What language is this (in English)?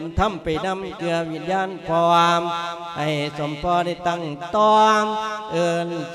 Lao